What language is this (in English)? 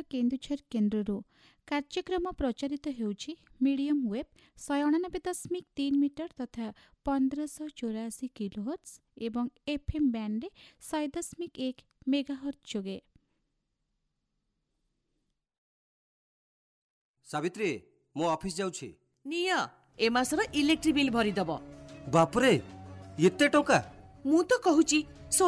Odia